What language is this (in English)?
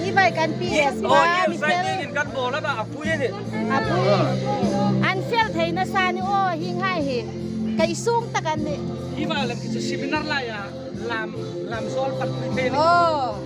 Hmar